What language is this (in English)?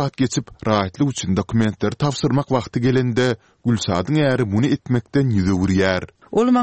Turkmen